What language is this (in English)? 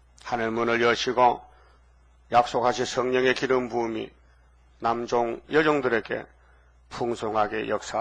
Korean